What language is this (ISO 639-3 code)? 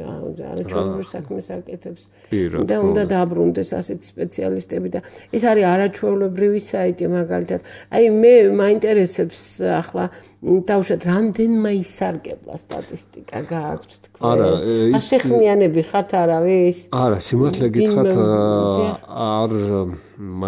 kat